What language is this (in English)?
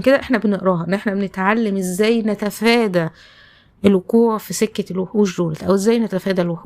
Egyptian Arabic